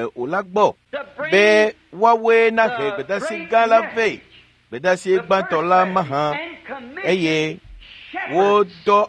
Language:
Ewe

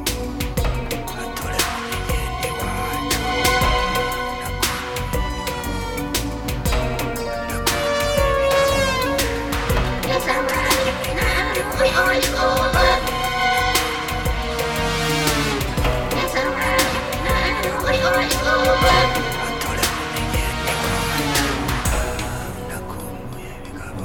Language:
Kinyarwanda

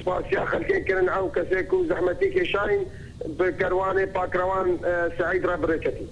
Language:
Kurdish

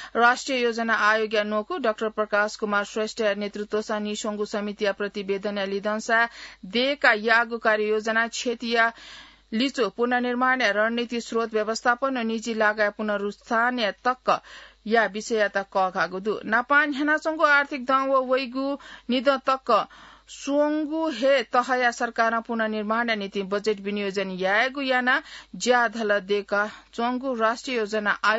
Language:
Newari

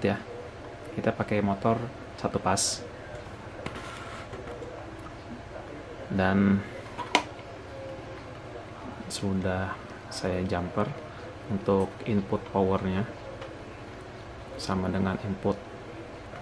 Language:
Indonesian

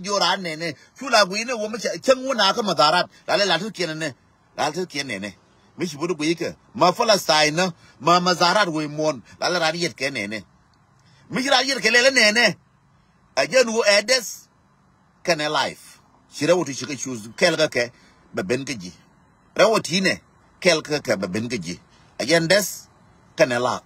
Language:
Nuer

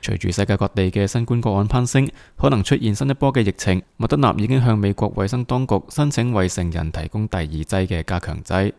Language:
Cantonese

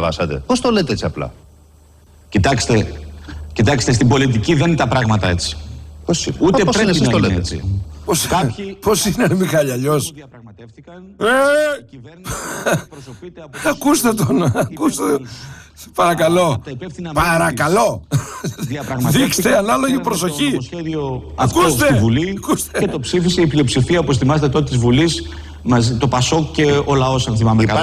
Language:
Greek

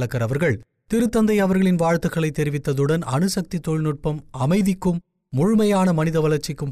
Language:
Tamil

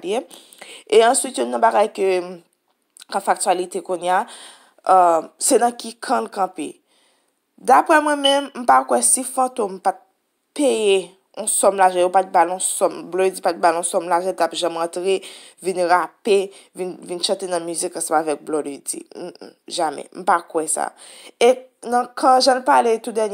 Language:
Haitian Creole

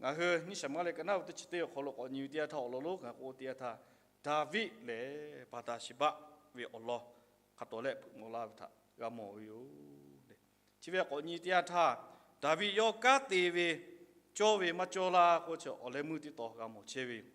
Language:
Lahu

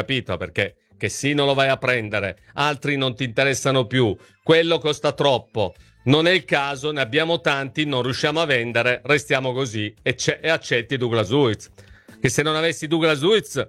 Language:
Italian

